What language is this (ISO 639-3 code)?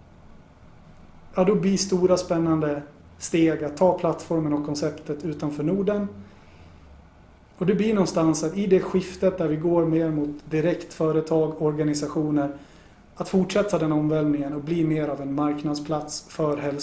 swe